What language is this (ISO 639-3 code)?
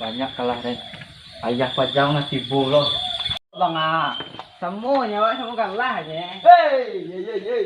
min